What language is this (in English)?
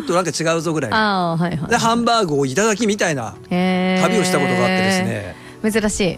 Japanese